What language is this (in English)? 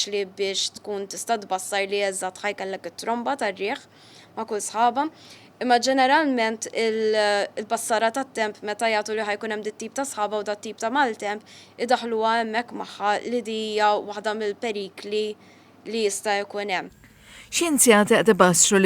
Maltese